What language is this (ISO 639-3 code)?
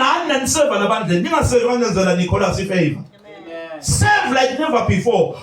zul